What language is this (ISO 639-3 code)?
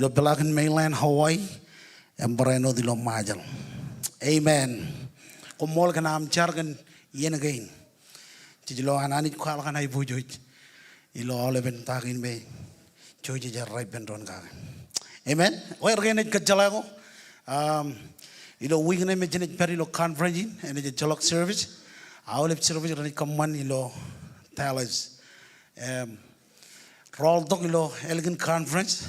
mah